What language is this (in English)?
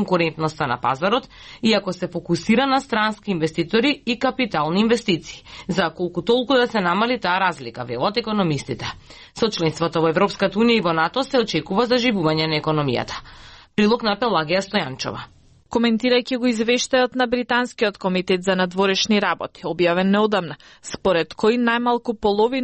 Macedonian